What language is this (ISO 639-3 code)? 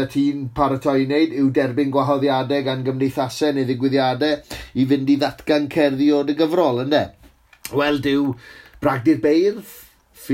cym